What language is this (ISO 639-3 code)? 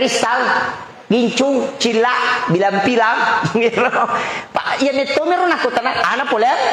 bug